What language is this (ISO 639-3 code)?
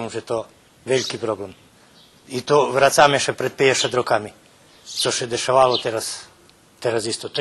rue